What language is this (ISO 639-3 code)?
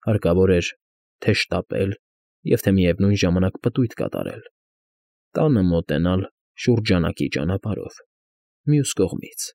hye